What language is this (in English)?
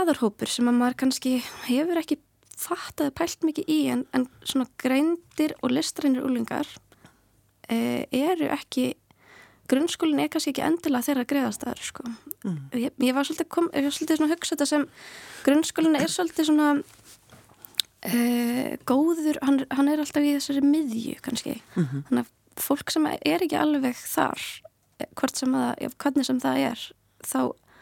Icelandic